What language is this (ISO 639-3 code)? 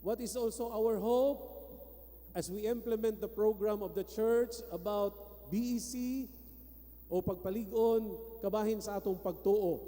ceb